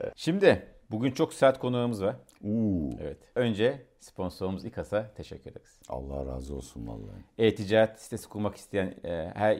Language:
Turkish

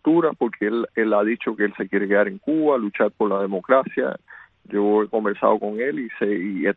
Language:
Spanish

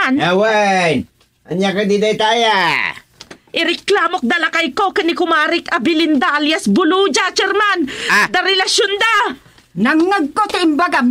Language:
Iloko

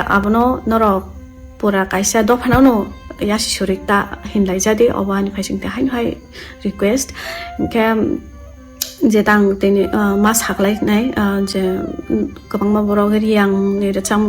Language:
Kok Borok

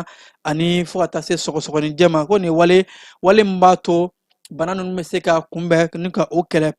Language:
Bambara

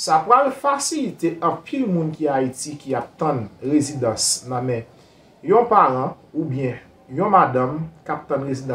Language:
Haitian Creole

